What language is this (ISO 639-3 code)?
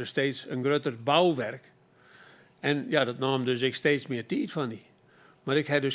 fry